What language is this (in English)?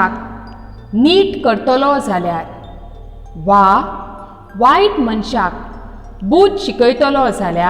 Konkani